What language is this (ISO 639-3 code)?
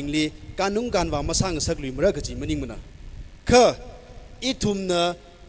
nmf